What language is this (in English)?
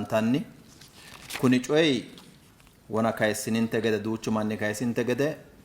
Sidamo